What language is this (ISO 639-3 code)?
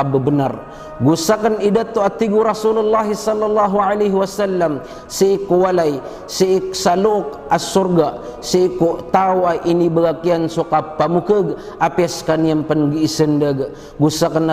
mrw